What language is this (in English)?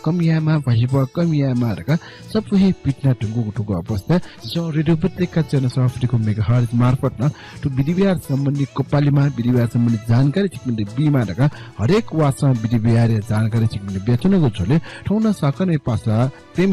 Newari